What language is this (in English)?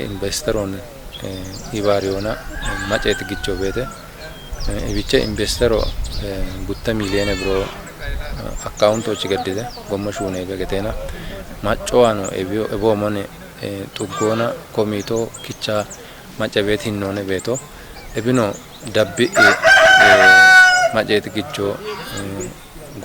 Kafa